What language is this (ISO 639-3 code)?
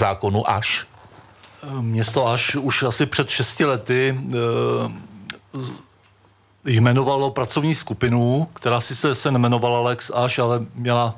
ces